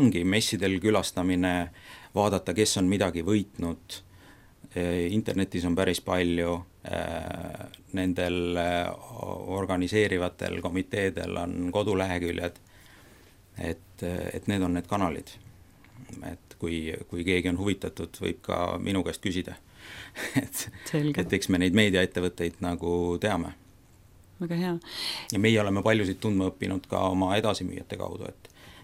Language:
Estonian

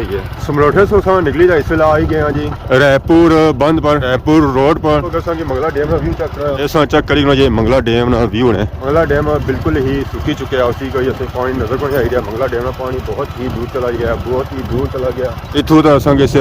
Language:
Pahari-Potwari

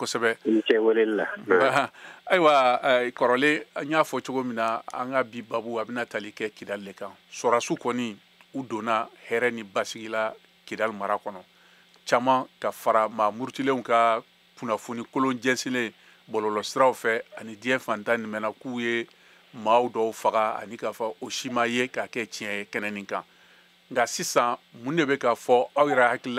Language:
Bambara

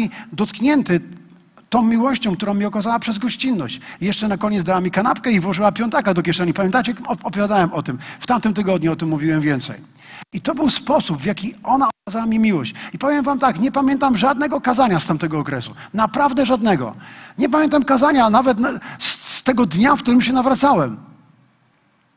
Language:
Polish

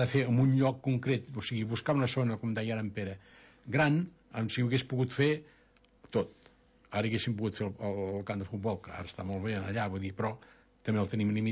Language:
Catalan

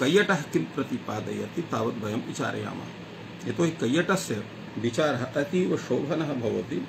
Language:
Sanskrit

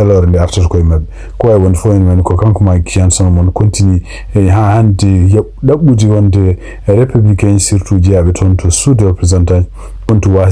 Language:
Fula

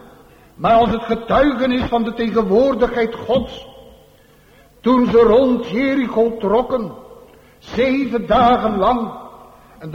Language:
Dutch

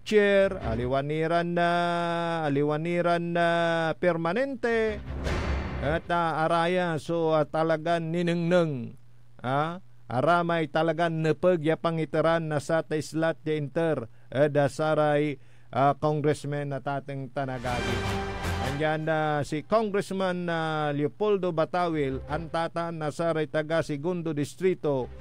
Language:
Pangasinan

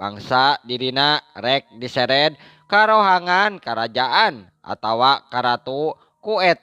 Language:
Sundanese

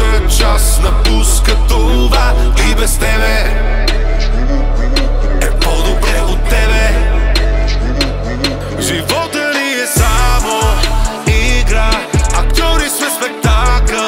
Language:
Bulgarian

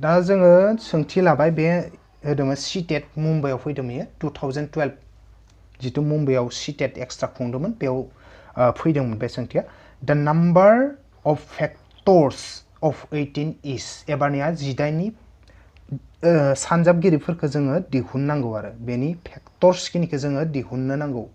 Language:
Bodo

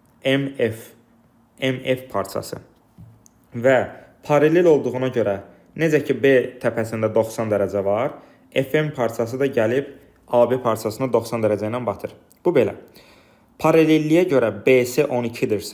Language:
Azerbaijani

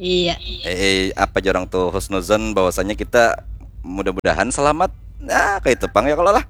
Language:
Banjar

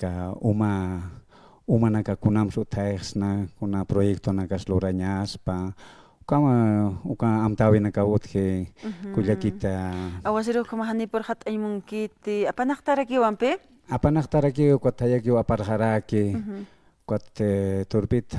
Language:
Aymara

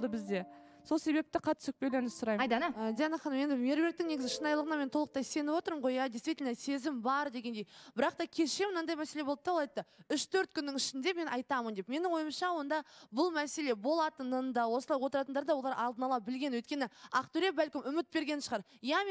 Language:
Kazakh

